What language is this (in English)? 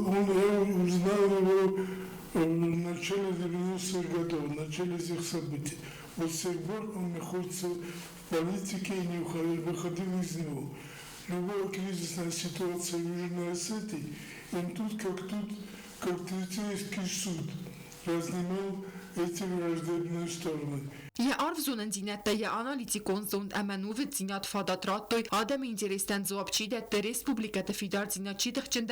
Ossetic